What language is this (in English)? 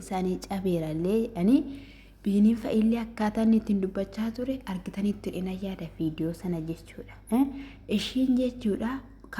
Oromo